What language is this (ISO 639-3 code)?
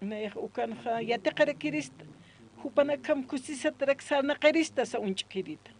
aym